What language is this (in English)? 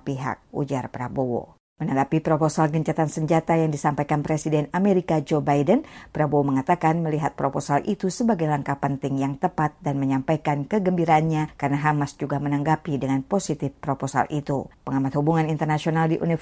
Indonesian